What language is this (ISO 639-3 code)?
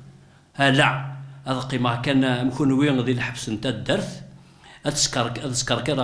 kab